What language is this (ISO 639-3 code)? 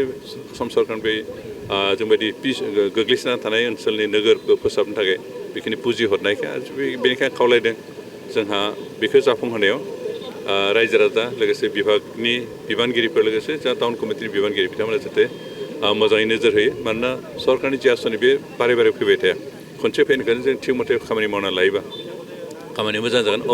brx